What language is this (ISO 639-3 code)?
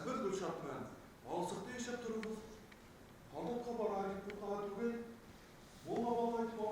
bak